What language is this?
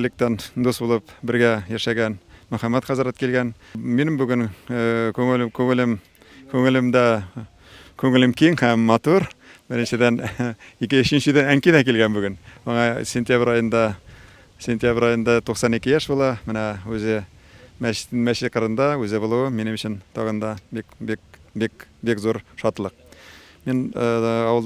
Tatar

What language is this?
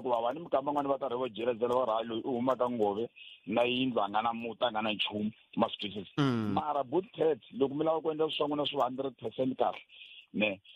Tsonga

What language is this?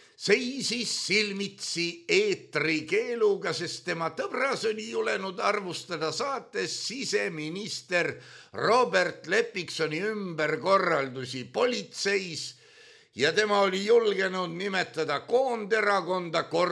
Estonian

